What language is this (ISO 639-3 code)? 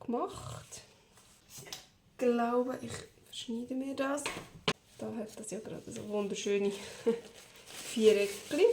gsw